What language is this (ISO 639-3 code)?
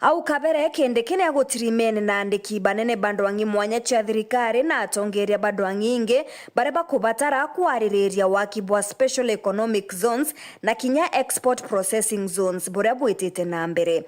mer